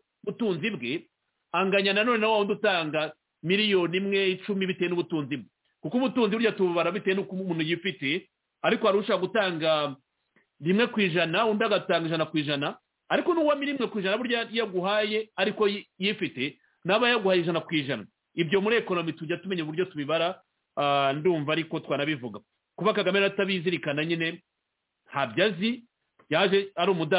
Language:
Kinyarwanda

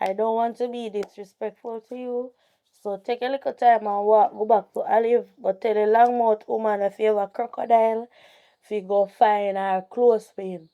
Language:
Jamaican Creole English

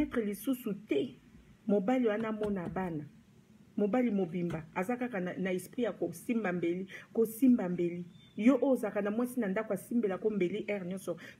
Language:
Lingala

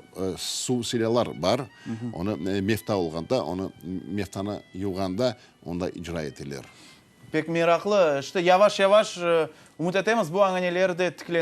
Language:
Crimean Tatar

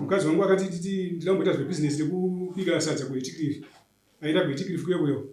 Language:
Shona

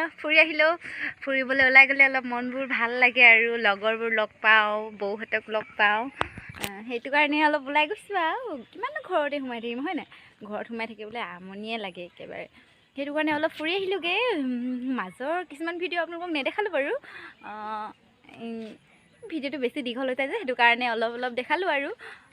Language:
Assamese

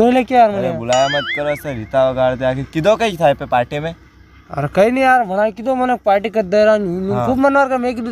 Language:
Rajasthani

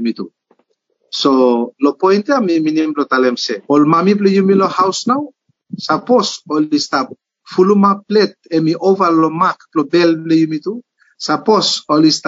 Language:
Bislama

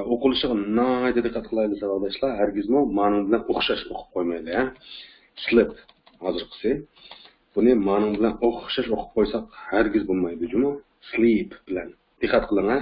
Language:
Uyghur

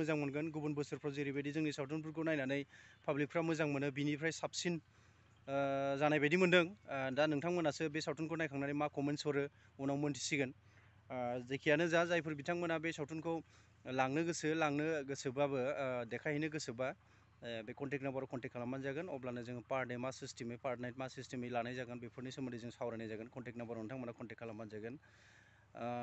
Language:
Bodo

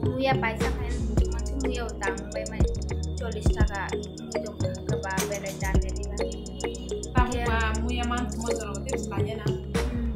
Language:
Kok Borok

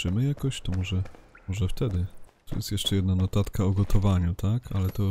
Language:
Polish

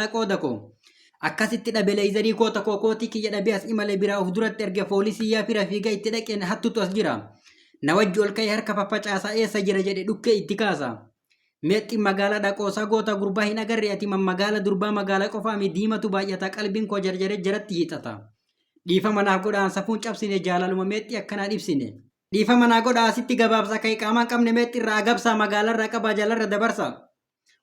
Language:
Oromo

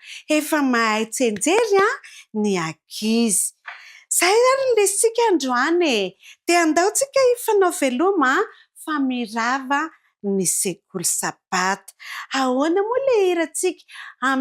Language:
Malagasy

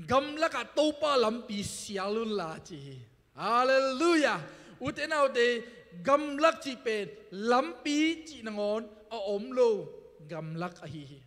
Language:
Tedim Chin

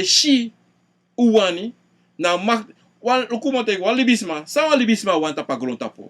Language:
Sranan Tongo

